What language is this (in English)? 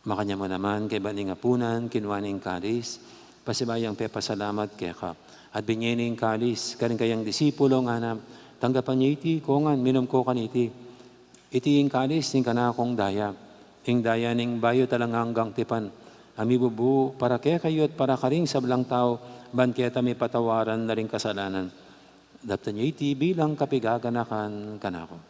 Pampanga